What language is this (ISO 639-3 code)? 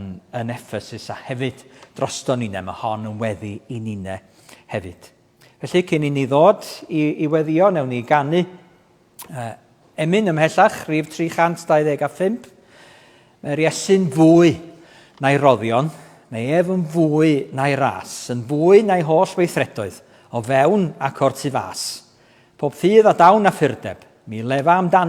cym